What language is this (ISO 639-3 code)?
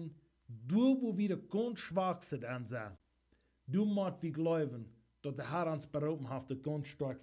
pdt